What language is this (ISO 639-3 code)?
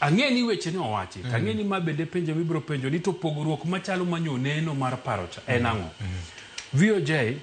luo